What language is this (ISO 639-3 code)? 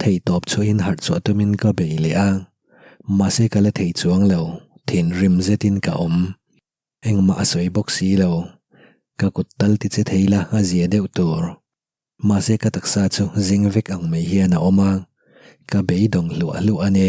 lus